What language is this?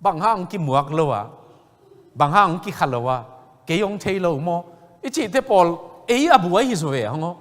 Tedim Chin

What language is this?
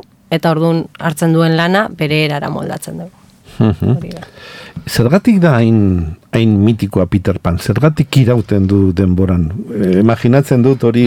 Basque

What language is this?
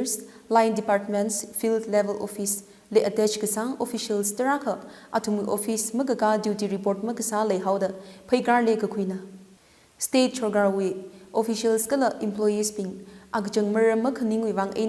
Tangkhul Naga (India)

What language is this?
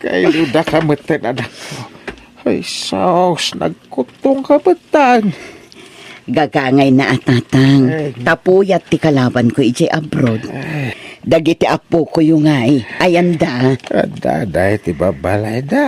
Iloko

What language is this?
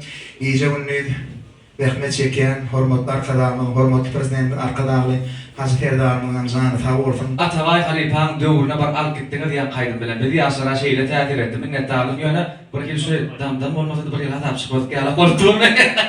Turkmen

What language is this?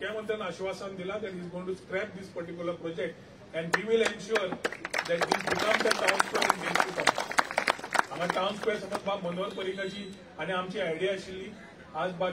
Konkani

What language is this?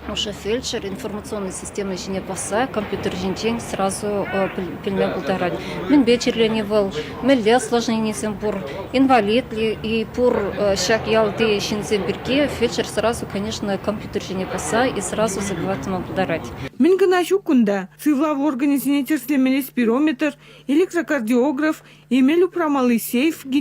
Chuvash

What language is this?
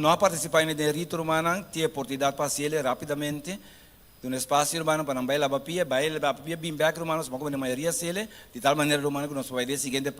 Papiamento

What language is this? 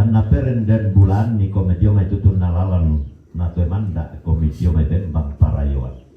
Toraja-Sa'dan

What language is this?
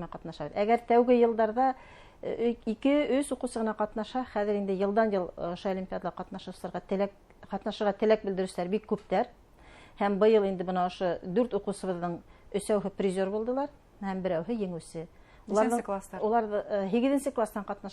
Bashkir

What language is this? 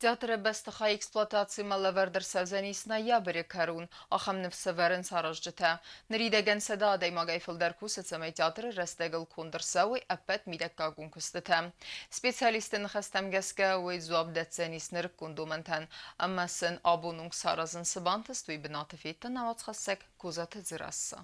Ossetic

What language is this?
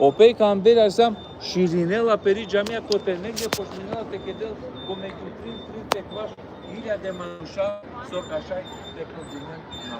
Balkan Romani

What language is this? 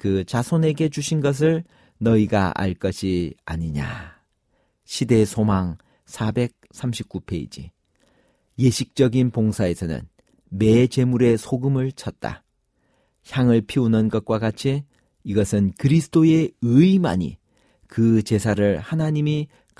Korean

